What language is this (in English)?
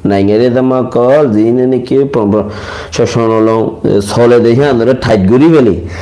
Rohingya